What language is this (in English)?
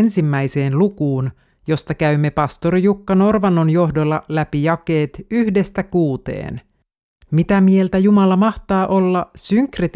Finnish